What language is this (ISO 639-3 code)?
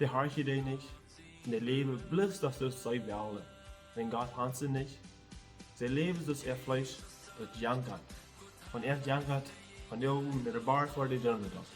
pdt